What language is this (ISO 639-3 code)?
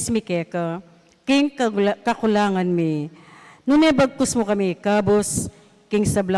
pam